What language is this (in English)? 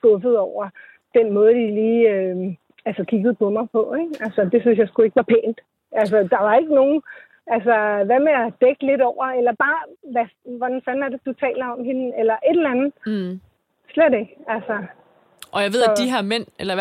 Danish